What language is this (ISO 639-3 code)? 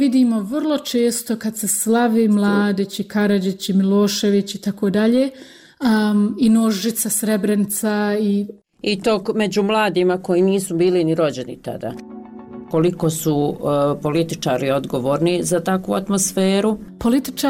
bos